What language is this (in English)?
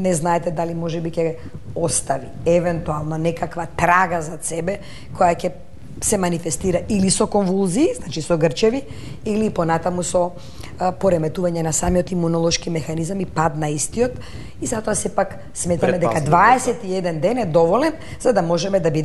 Macedonian